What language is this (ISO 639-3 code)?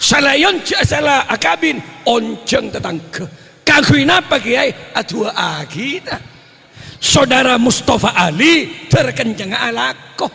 mad